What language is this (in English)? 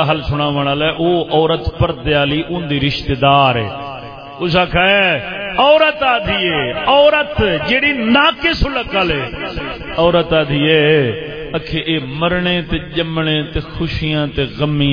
Saraiki